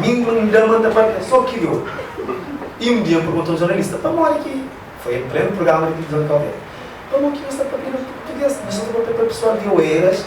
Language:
Kabuverdianu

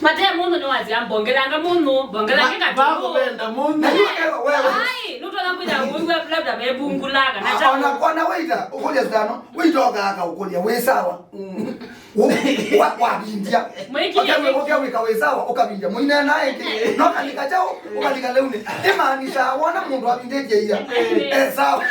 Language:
Kamba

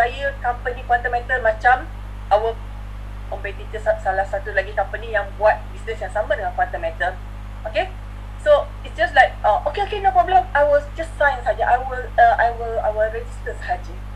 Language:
Malay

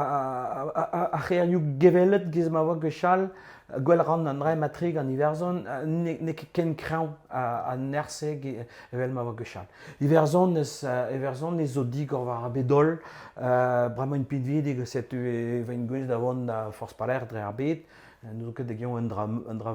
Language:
Breton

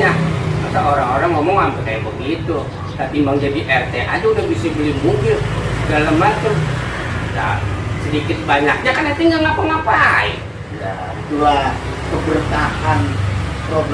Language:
Betawi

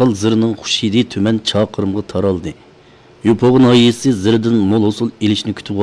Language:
Uyghur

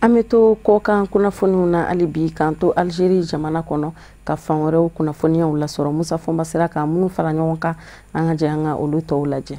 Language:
Bambara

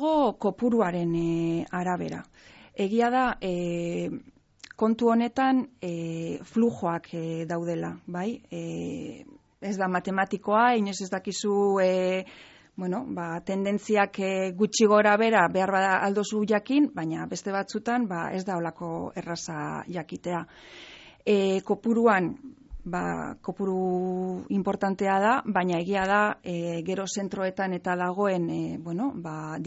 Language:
Basque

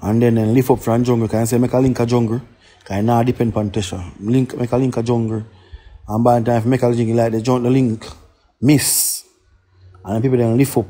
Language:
Jamaican Creole English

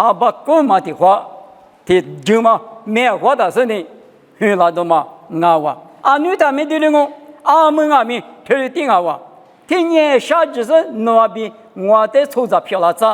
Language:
Lisu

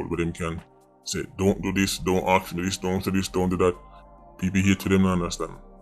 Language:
Jamaican Creole English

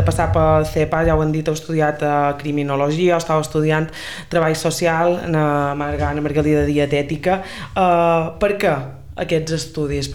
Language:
Catalan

